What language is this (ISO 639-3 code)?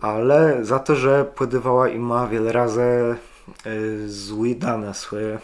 csb